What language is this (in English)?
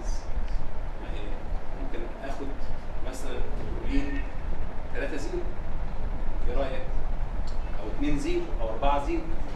Egyptian Arabic